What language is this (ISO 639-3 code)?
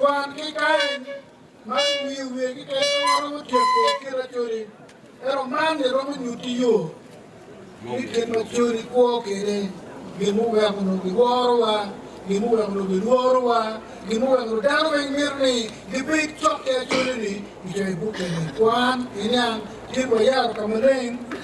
ach